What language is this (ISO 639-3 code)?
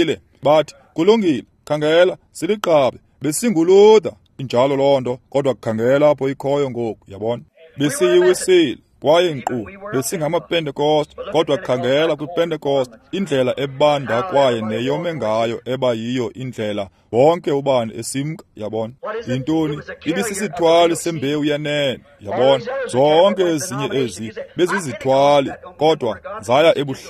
xho